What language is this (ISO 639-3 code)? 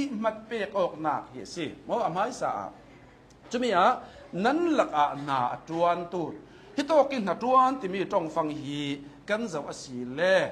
cnh